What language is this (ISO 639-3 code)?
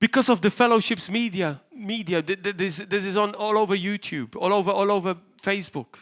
eng